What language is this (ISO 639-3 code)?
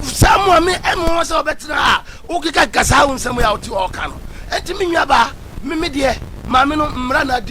aka